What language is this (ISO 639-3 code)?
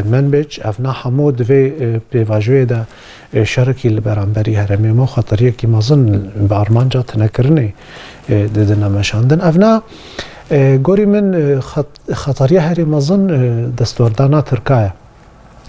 kur